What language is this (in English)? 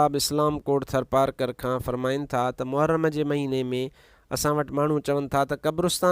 Sindhi